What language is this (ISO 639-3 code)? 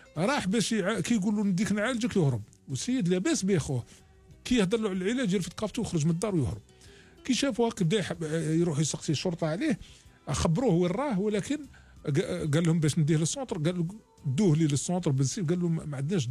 arq